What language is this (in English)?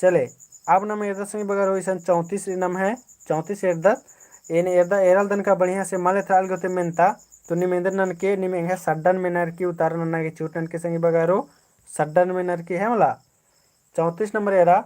Kurukh